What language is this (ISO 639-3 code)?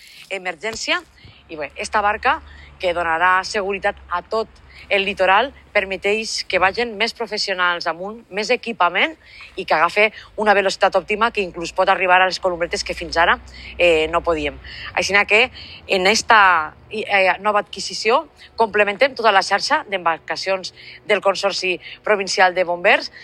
cat